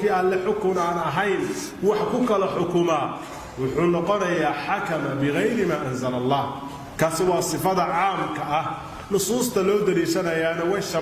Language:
Somali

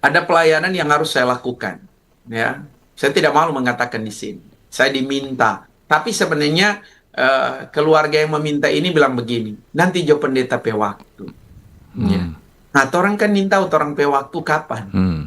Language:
Manado Malay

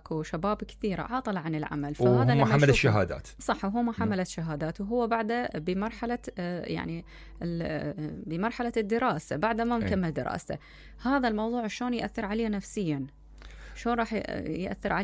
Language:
Mesopotamian Arabic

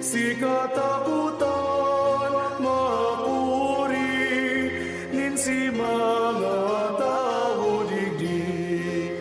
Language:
Bikol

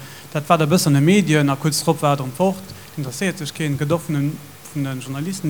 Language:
Luxembourgish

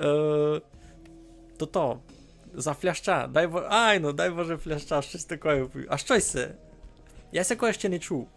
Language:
Rusyn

